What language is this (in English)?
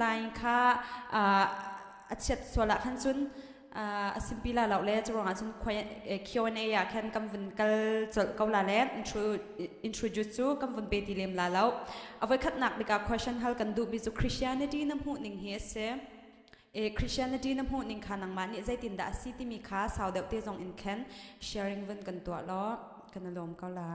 Hakha Chin